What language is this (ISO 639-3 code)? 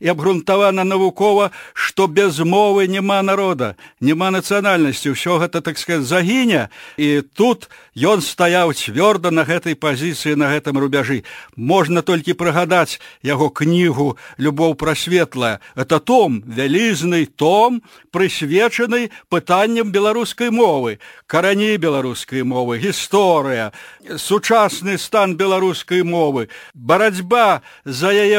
bel